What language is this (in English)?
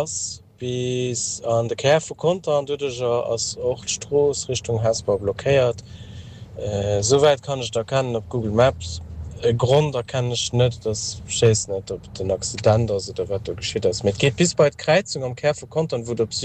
Luxembourgish